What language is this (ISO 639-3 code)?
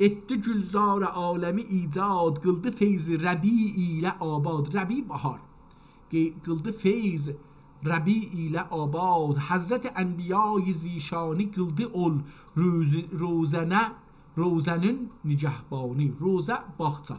azb